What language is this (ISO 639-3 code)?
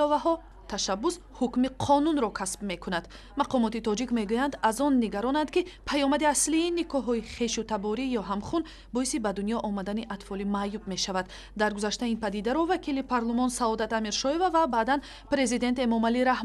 tgk